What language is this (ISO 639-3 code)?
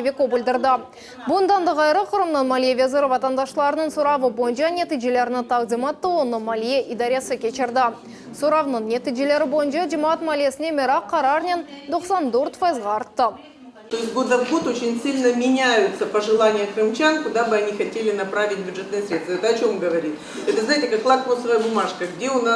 crh